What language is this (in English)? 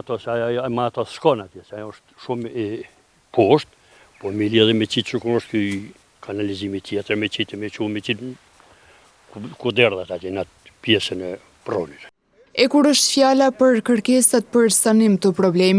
Albanian